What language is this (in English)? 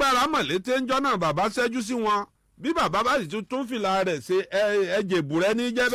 Yoruba